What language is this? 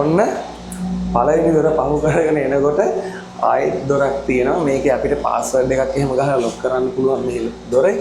Sinhala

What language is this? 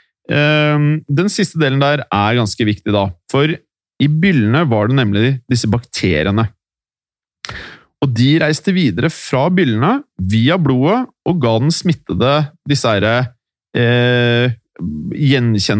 Norwegian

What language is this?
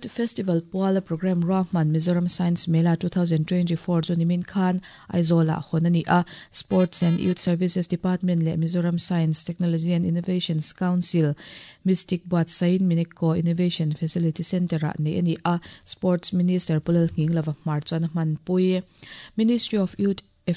Mizo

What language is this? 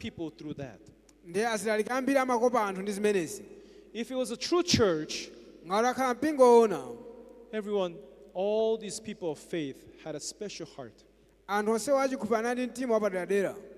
Nyanja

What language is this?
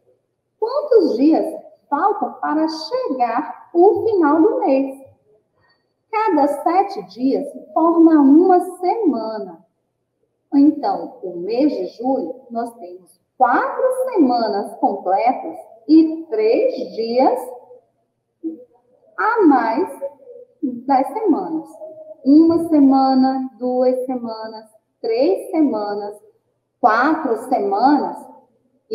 Portuguese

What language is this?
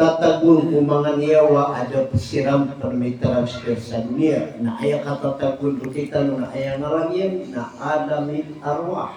Maranao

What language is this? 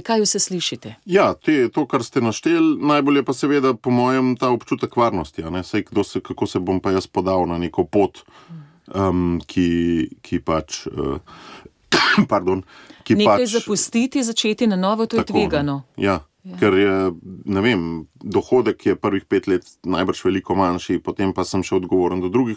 Slovenian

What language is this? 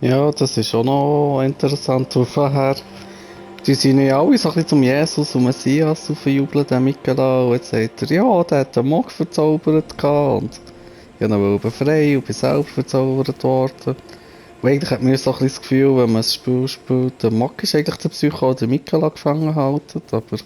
Swiss German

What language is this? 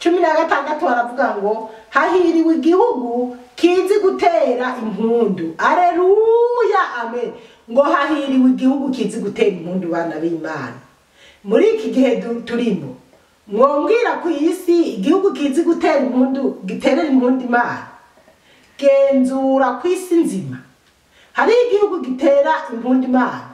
Rundi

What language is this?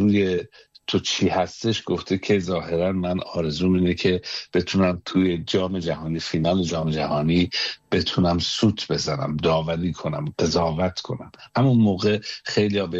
Persian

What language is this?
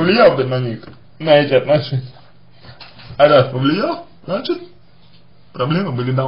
Russian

